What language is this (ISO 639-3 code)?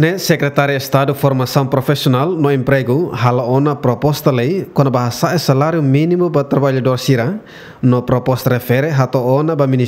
tet